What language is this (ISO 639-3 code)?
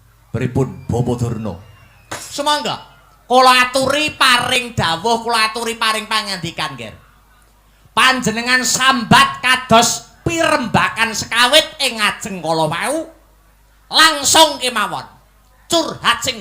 jav